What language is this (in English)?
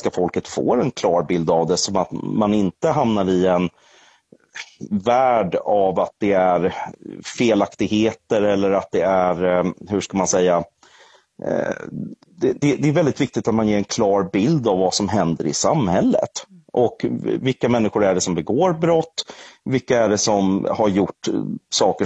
Swedish